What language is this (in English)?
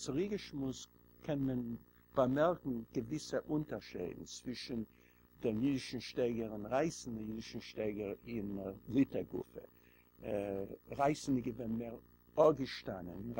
Yiddish